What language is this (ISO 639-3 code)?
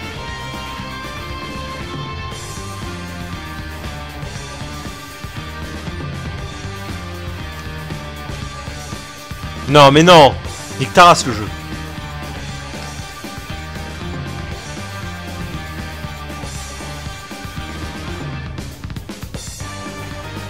fra